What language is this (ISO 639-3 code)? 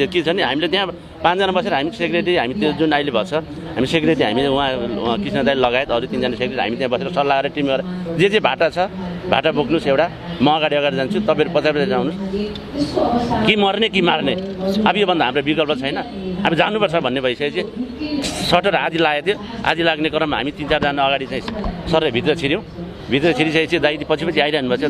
nep